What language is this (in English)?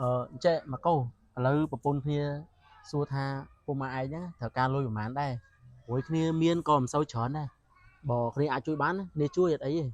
Khmer